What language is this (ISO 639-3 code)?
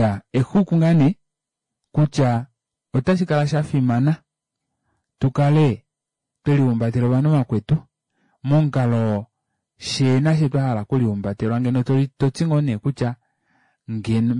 kua